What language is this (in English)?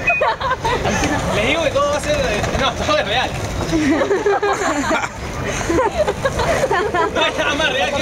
Spanish